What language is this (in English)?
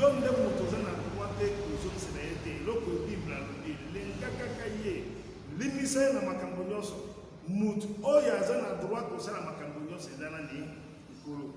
Lingala